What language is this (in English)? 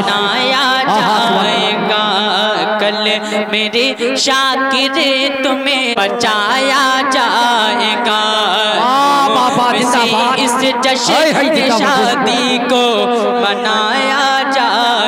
Urdu